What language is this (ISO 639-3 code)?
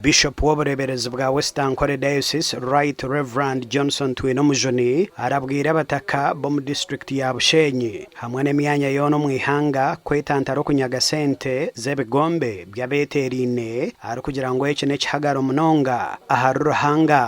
nyn